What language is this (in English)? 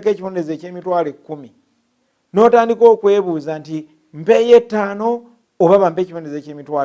Ganda